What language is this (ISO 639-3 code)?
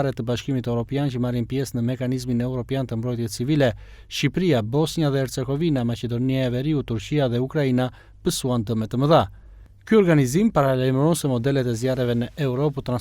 sqi